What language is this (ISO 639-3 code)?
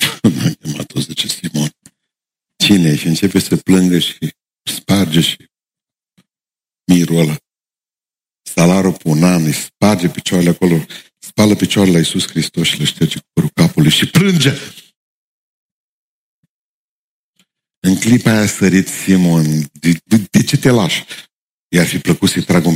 ron